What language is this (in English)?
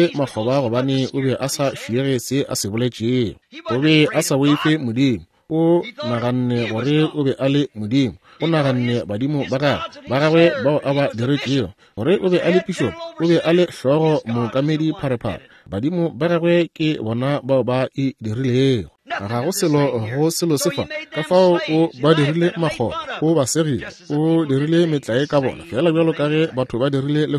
Northern Sotho